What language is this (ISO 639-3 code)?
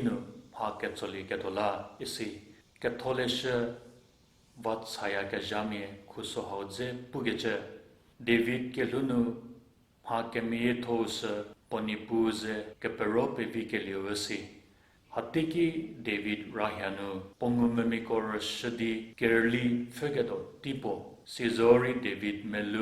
njm